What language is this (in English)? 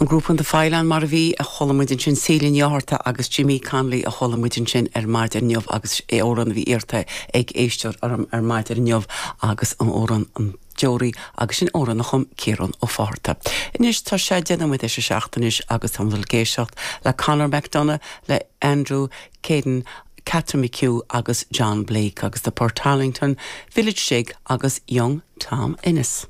Irish